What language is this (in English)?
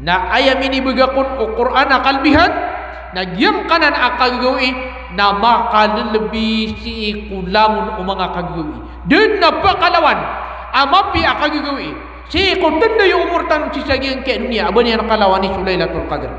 Maranao